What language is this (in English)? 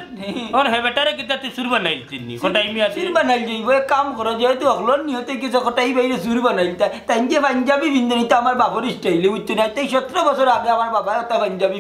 Sylheti